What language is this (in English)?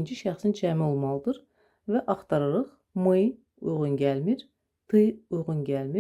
Azerbaijani